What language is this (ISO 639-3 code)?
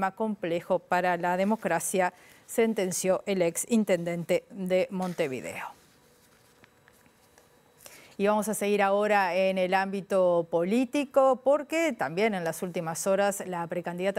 spa